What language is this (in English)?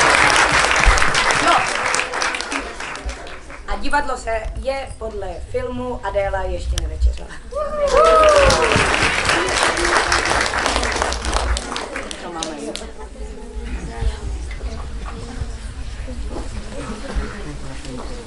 Czech